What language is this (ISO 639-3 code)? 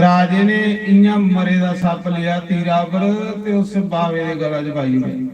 doi